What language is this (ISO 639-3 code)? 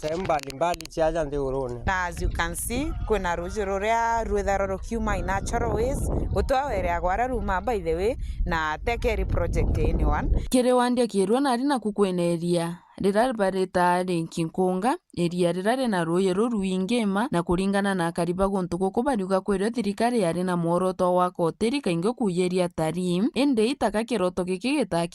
mer